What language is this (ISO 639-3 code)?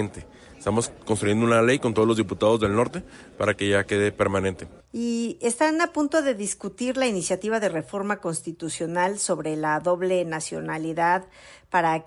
spa